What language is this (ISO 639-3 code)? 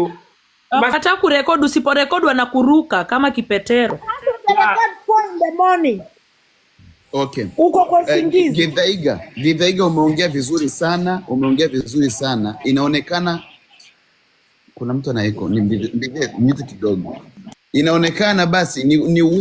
swa